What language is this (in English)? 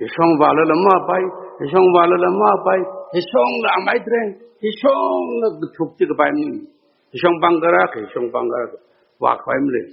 Tangkhul Naga (India)